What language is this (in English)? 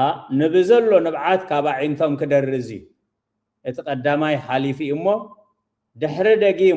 Tigrinya